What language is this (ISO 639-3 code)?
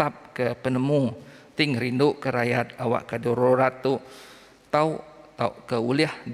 iba